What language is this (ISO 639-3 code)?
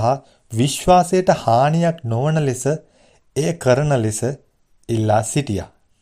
sin